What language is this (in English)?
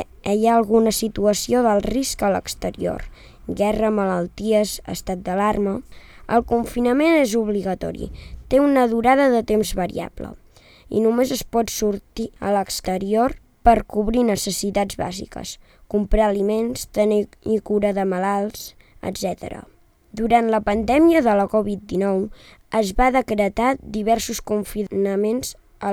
Catalan